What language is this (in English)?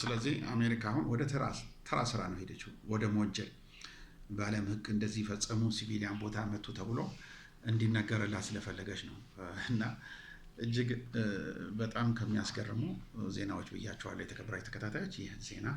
Amharic